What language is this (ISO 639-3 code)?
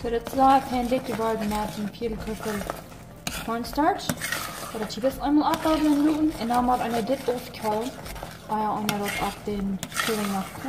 pdt